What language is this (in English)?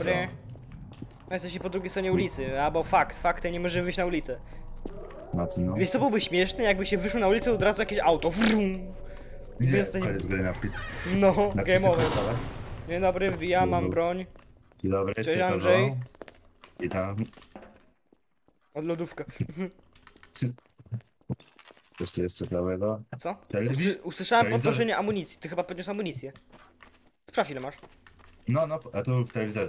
Polish